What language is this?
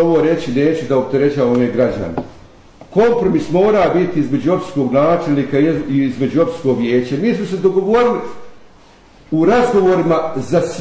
Bosnian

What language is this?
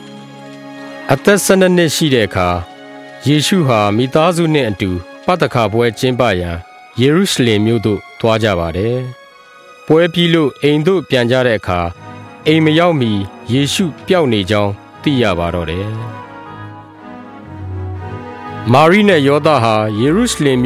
Burmese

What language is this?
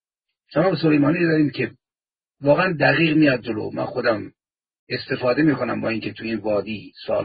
Persian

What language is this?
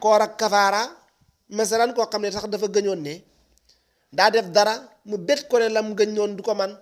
Wolof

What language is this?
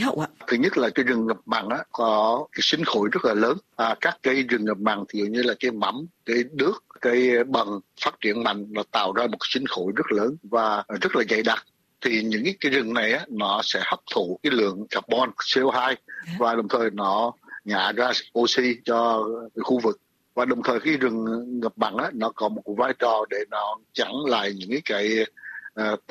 Vietnamese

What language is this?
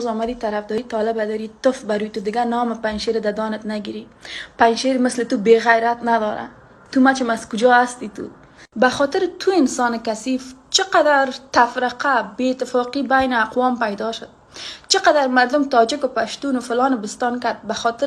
Persian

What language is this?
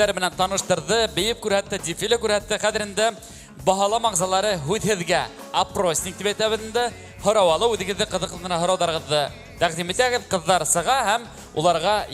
Bashkir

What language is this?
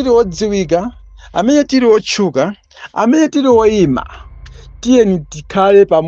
Nyanja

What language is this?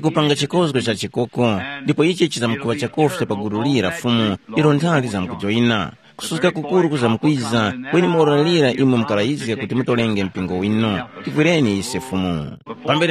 Tumbuka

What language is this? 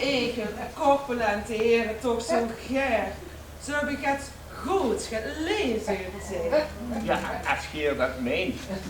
Limburgish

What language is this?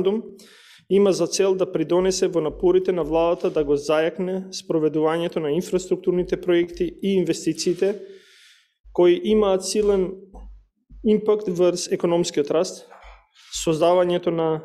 Macedonian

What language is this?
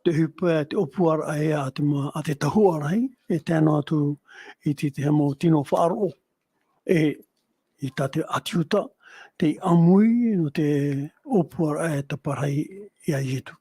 Tahitian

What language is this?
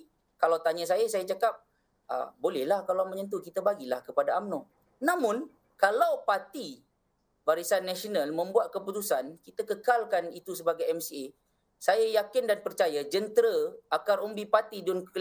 Malay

